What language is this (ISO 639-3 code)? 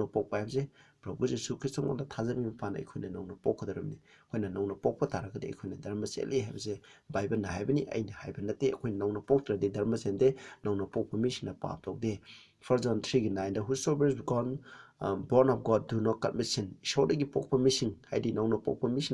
mni